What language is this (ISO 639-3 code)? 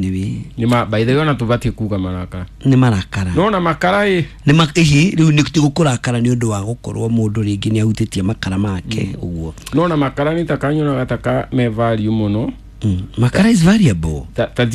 kik